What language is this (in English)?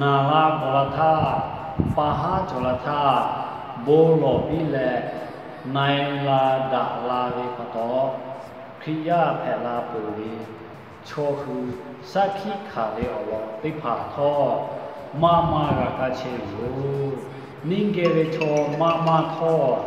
Lahu